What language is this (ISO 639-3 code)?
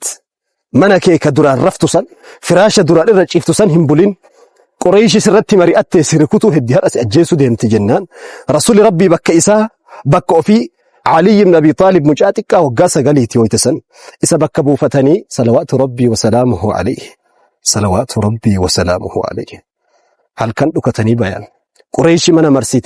orm